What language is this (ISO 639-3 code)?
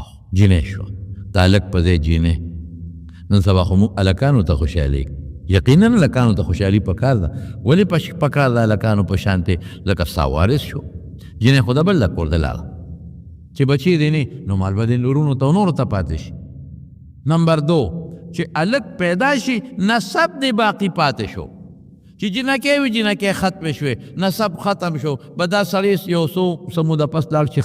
pus